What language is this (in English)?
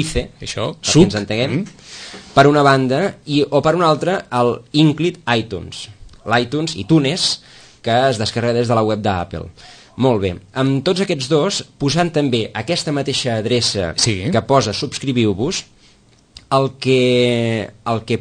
Catalan